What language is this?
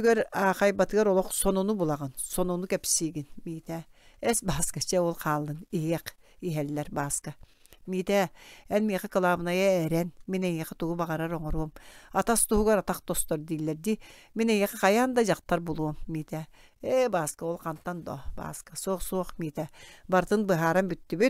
Yakut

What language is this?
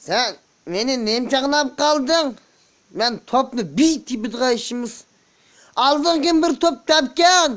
Uyghur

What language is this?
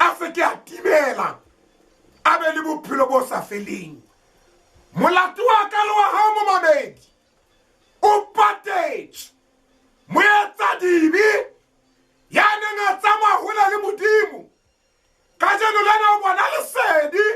Southern Sotho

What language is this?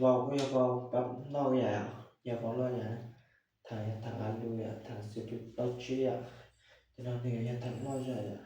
Hmong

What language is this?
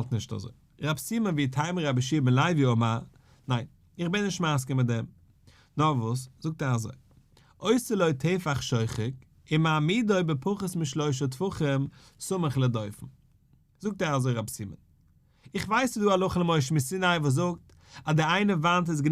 Yiddish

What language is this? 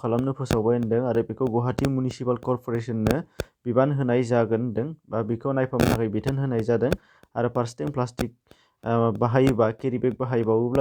Bodo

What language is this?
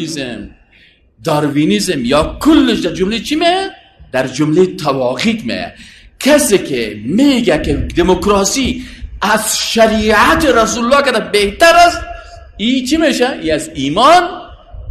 Persian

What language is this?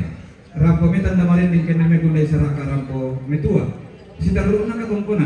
Toraja-Sa'dan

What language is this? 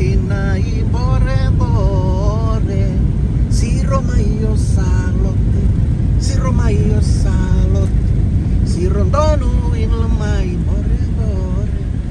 Fijian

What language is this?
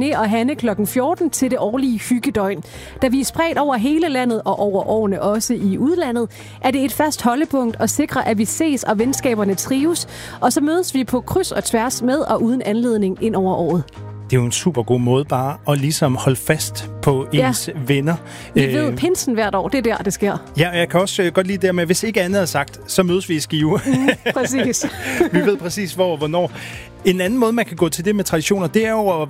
Danish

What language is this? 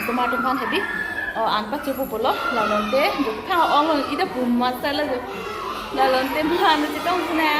Karbi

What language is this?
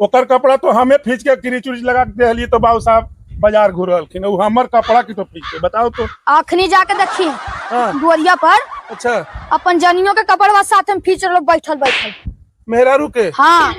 Magahi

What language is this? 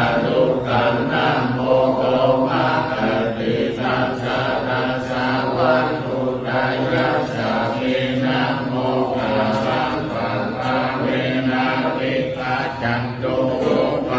Pali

